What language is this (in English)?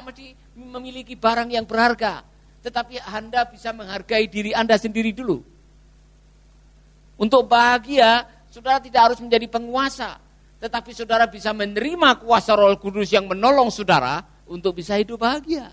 Indonesian